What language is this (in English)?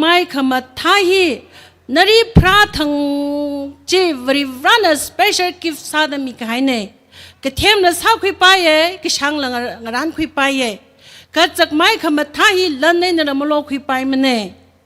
Tangkhul Naga (India)